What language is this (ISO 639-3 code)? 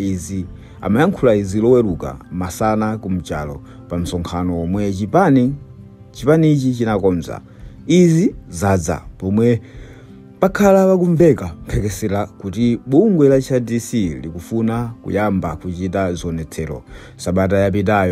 nya